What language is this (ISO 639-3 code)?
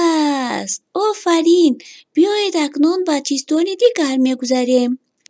tgk